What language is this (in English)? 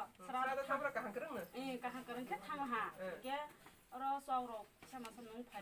Kok Borok